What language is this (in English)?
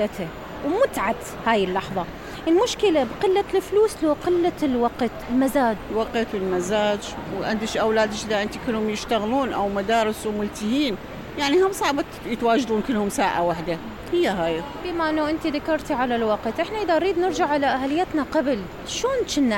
Mesopotamian Arabic